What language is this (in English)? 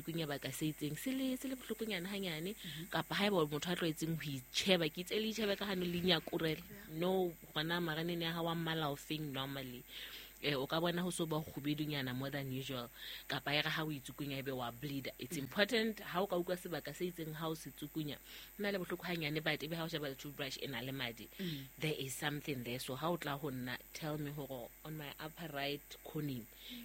Southern Sotho